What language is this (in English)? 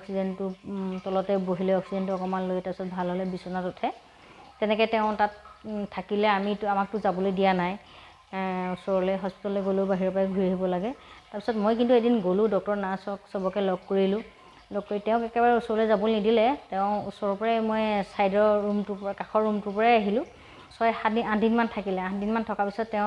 Assamese